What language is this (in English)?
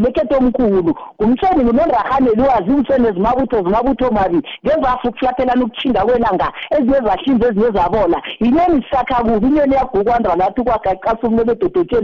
South Ndebele